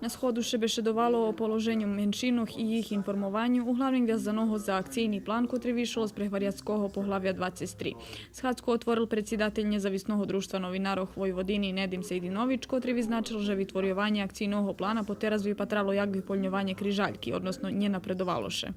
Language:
Rusyn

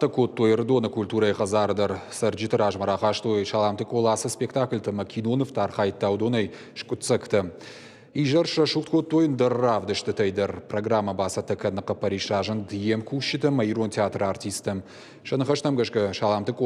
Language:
Ossetic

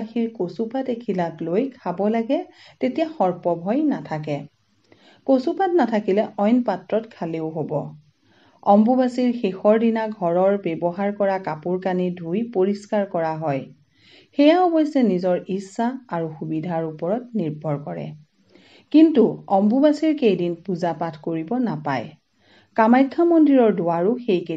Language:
Assamese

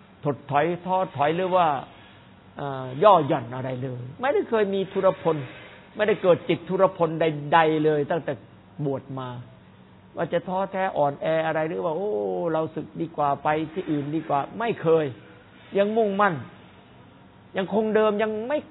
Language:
Thai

